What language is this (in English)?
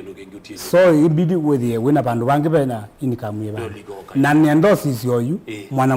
Kamba